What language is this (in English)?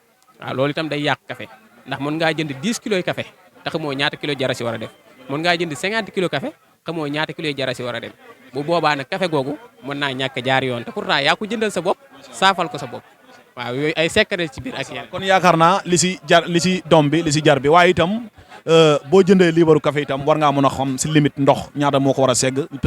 Wolof